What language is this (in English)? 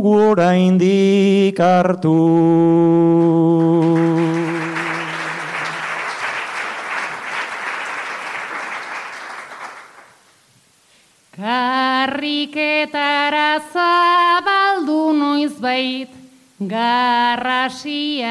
Basque